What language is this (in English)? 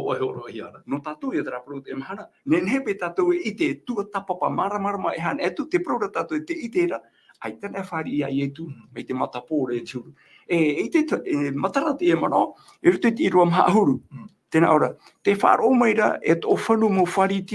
Tahitian